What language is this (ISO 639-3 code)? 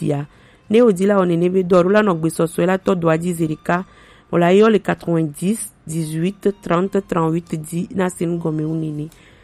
gej